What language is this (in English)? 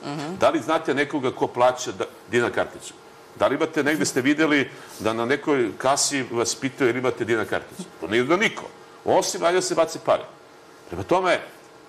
Serbian